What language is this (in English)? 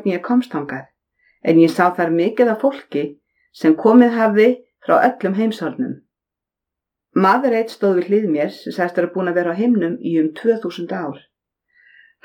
Icelandic